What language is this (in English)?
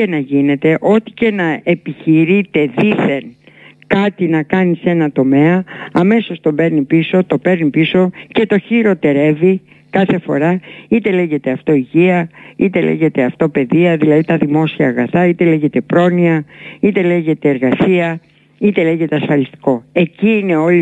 Greek